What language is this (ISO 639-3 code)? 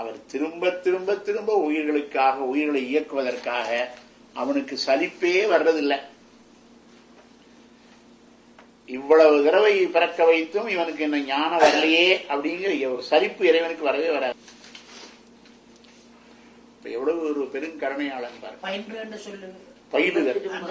tam